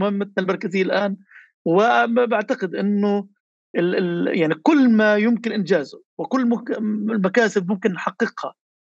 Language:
North Levantine Arabic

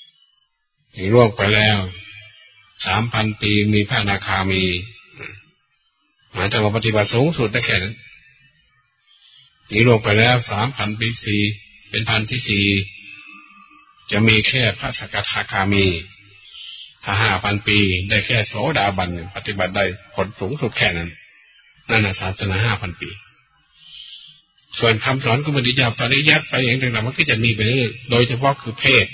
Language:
Thai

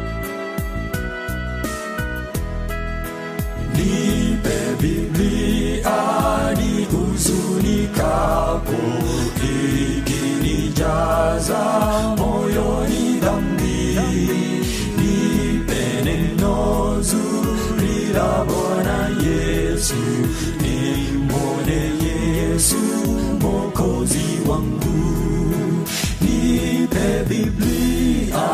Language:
Swahili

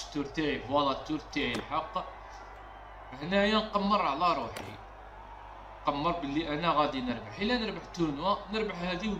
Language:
Algerian Arabic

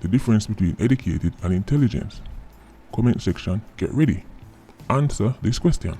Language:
Jamaican Creole English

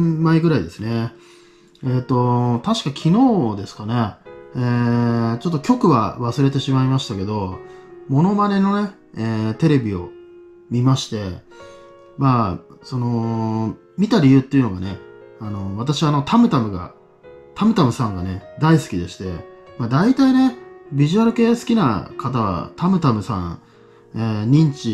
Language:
Japanese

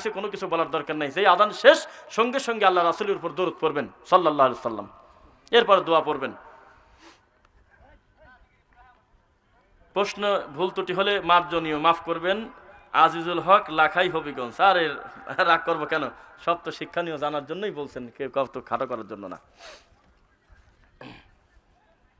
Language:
Bangla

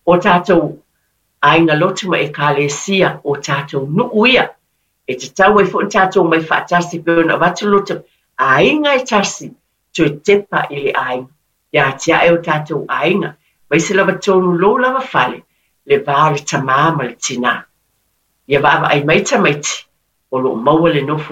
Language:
Samoan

